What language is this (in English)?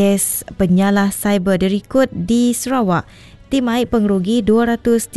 Iban